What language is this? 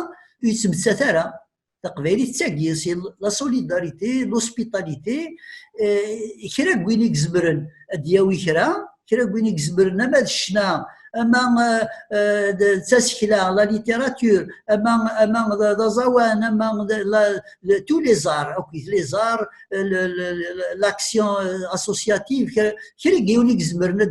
Kabyle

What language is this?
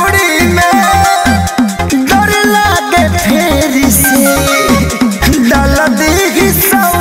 Bhojpuri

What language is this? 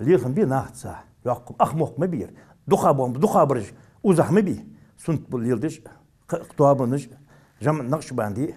Ingush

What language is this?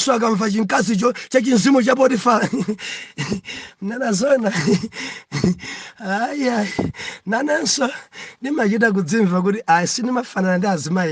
Nyanja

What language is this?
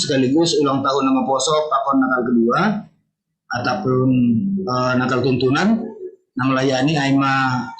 Batak Simalungun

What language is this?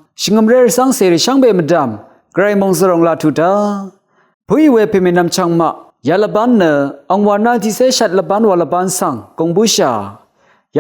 Rawang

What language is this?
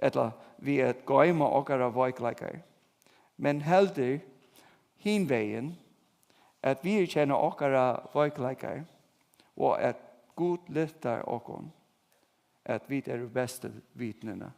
Faroese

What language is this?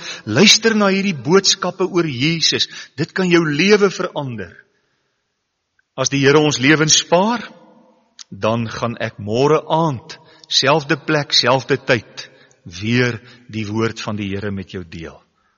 Afrikaans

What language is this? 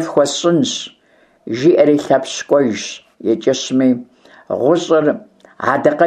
Kabardian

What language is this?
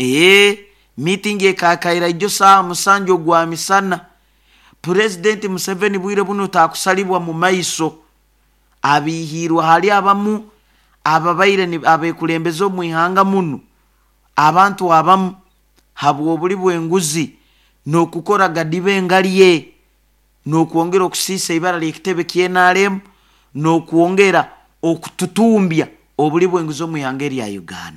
Nyoro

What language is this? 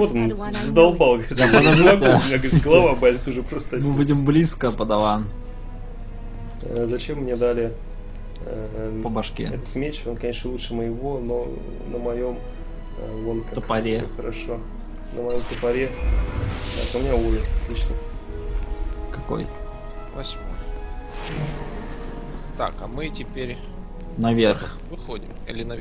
Russian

